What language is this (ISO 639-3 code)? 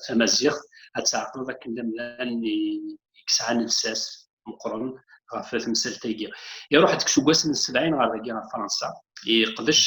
kab